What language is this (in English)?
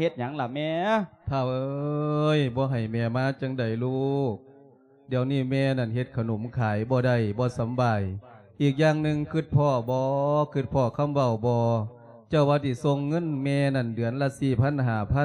Lao